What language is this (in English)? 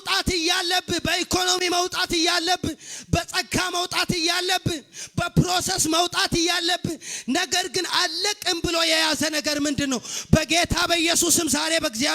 Amharic